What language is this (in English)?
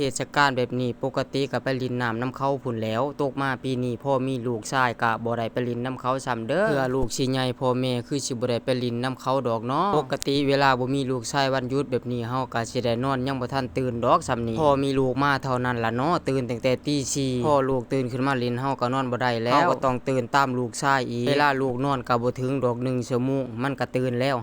Northeastern Thai